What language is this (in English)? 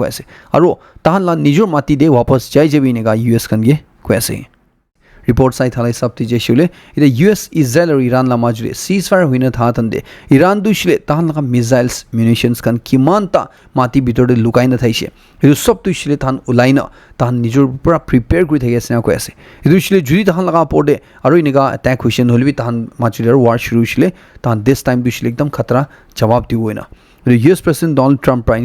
Naga Pidgin